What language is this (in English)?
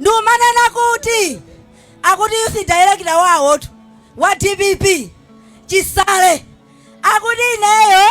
Nyanja